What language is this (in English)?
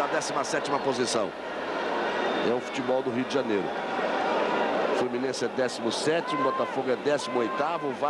Portuguese